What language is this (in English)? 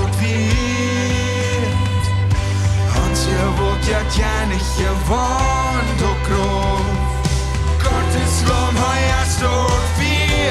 Plautdietsch